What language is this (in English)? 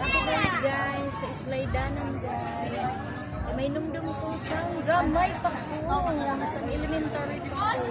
Cebuano